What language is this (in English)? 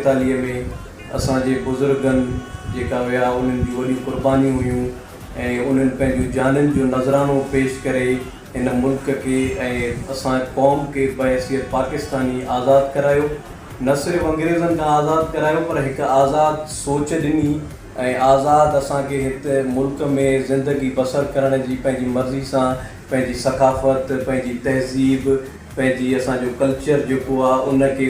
Sindhi